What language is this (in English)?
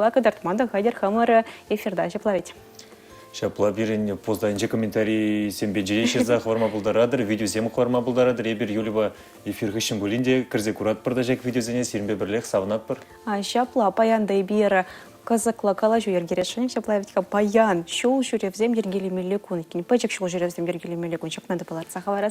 Chuvash